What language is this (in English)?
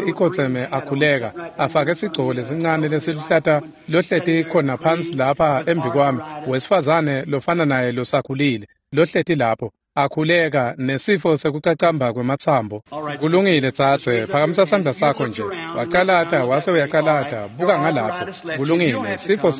Swati